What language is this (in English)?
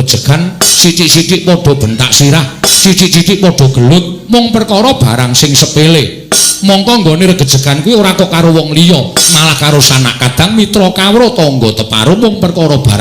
Javanese